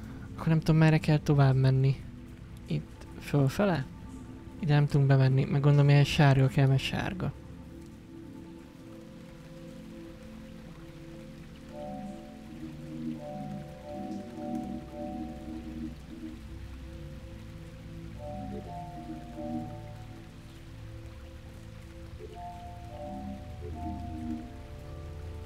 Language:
Hungarian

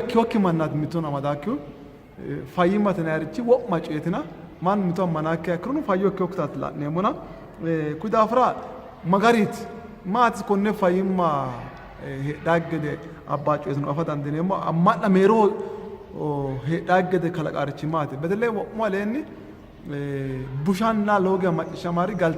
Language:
Sidamo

